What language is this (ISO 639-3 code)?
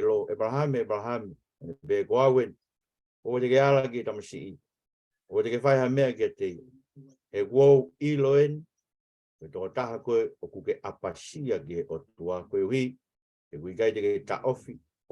ton